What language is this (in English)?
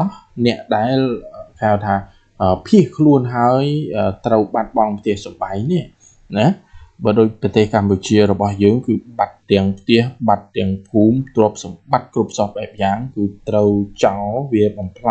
Khmer